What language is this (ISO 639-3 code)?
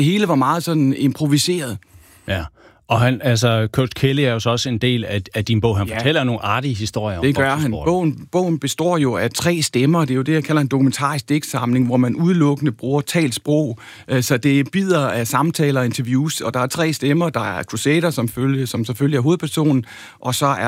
dan